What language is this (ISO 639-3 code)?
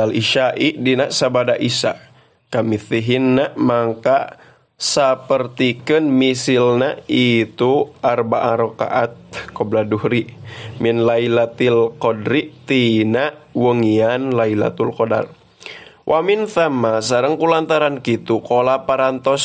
sun